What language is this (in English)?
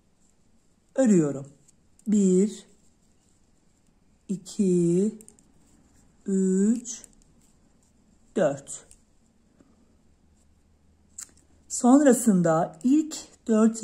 Turkish